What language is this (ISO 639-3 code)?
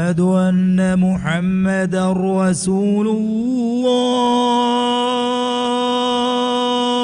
div